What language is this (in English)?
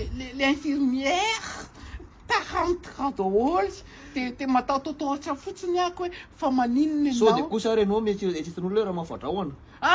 Malagasy